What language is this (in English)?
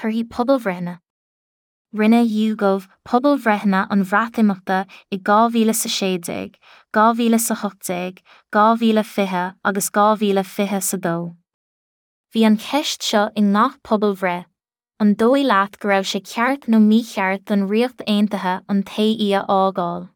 Irish